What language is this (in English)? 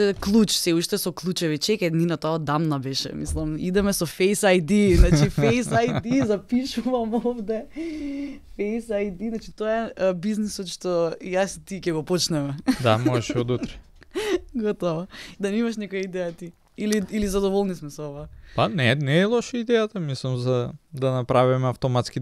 Macedonian